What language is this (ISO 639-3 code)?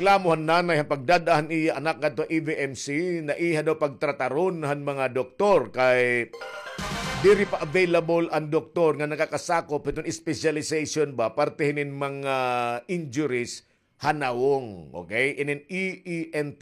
war